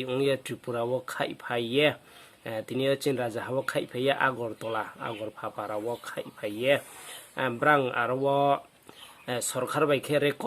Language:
Riang (India)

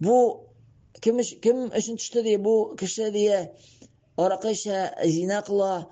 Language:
Tatar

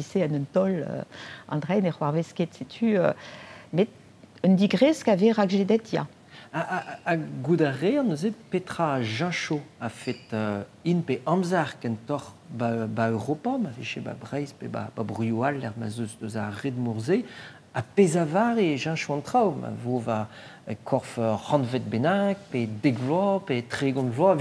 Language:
Breton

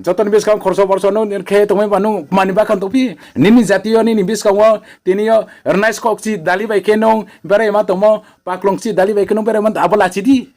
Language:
Riang (India)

